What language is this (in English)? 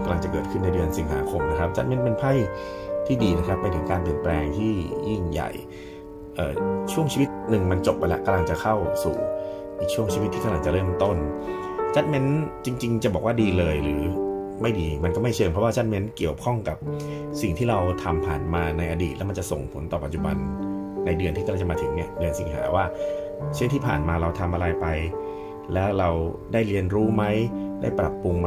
Thai